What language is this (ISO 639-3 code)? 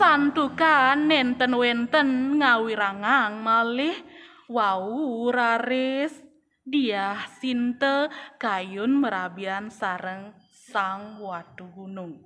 ban